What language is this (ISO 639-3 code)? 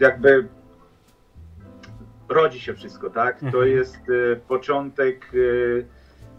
pol